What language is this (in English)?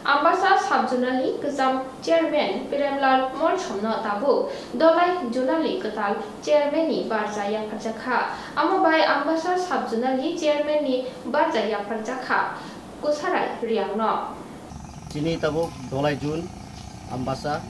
Kok Borok